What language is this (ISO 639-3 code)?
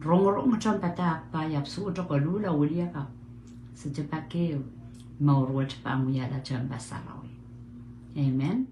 pon